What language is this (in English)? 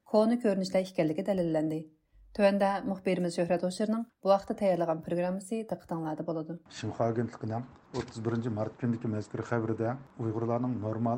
Uyghur